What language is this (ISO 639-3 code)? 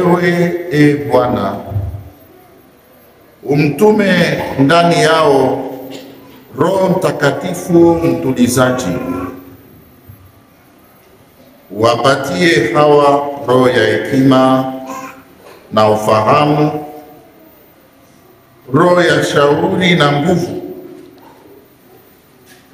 swa